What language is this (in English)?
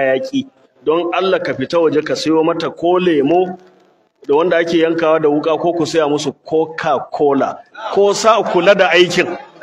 Hausa